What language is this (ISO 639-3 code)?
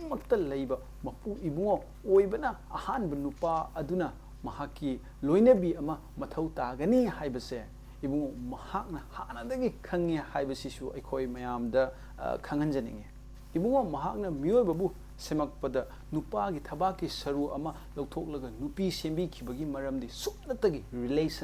mni